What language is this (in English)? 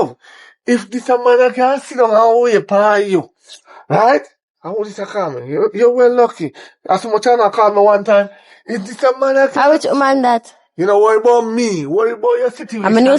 Jamaican Creole English